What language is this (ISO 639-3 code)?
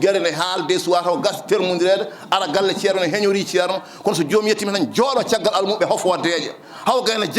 ful